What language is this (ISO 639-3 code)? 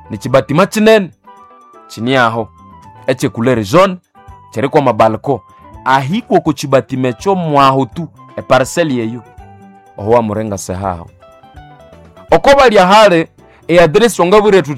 swa